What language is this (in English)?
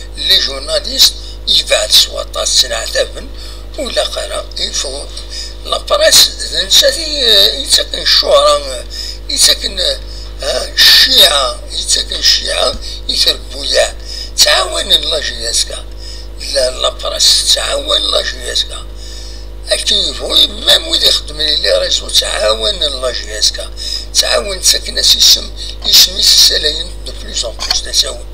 Kabyle